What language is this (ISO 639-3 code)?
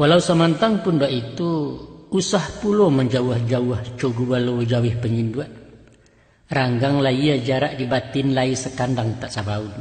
min